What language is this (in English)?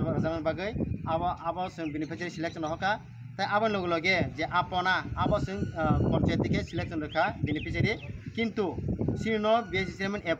Kok Borok